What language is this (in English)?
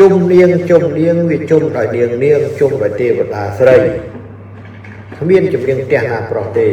Khmer